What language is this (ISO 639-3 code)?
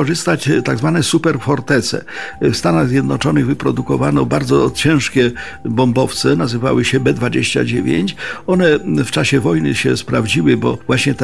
pol